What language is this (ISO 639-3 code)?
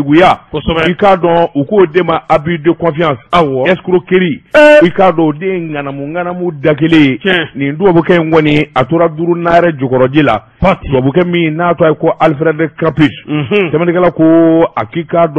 bam